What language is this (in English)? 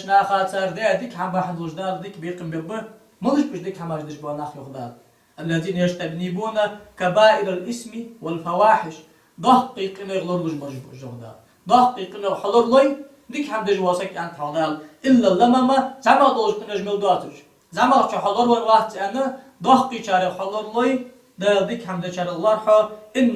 Ingush